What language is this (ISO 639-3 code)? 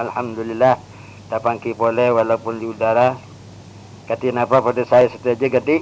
mad